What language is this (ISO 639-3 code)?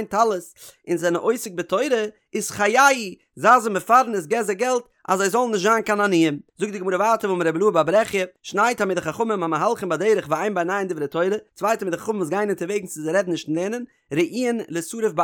yid